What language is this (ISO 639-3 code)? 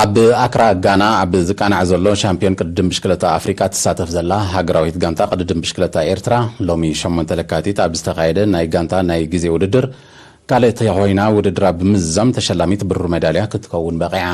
tir